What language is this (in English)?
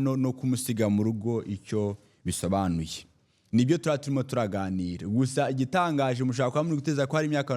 Kinyarwanda